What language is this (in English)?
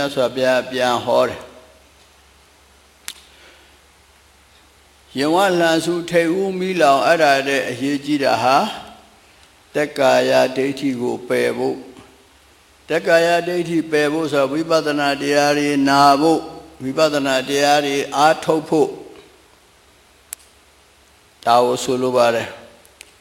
Burmese